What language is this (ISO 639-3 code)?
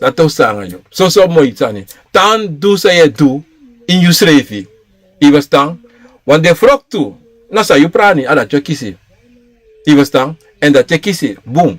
srn